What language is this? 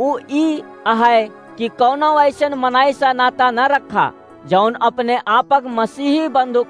Awadhi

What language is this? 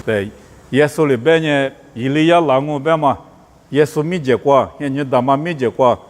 Lisu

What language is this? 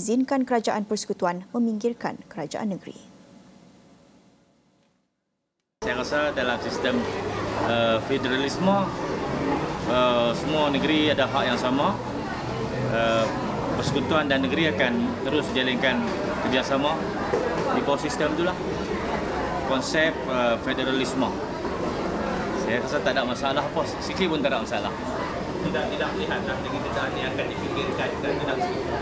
Malay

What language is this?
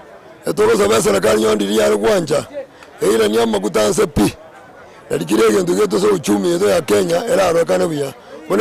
Gusii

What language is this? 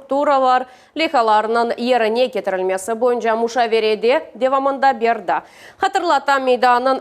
Crimean Tatar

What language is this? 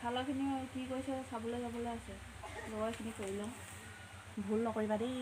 Assamese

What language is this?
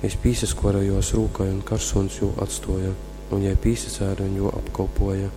Latgalian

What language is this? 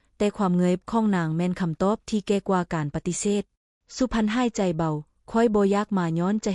Lao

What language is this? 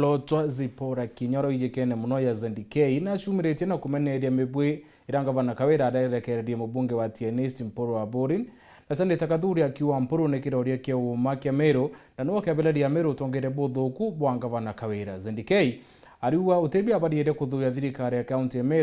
Meru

